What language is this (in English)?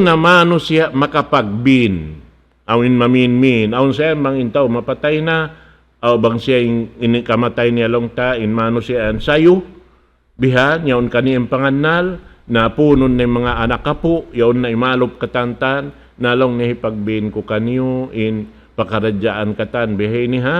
Tausug